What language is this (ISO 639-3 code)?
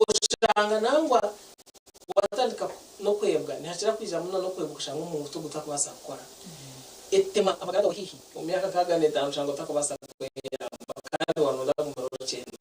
nyn